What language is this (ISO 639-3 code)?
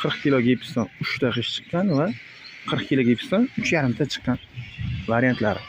uzb